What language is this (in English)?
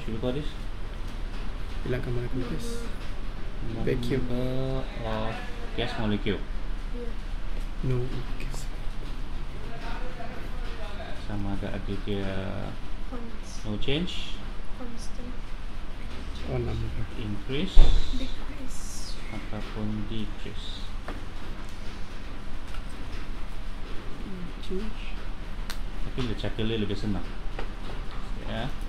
Malay